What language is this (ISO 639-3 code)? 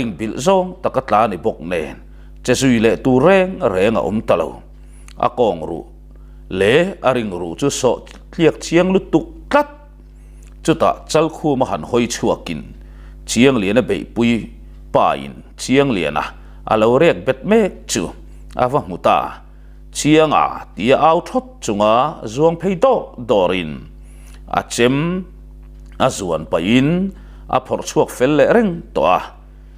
lus